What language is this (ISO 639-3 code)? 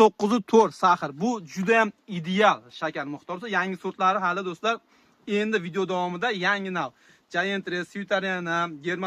uzb